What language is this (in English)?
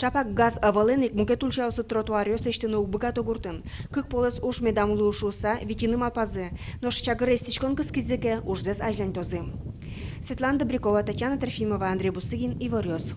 Udmurt